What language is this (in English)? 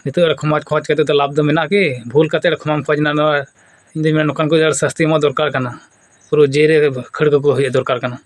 Santali